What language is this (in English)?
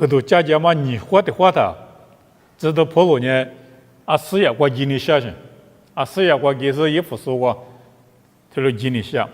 Lisu